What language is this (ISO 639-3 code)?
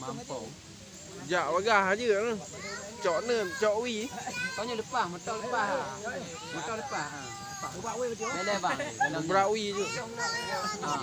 ace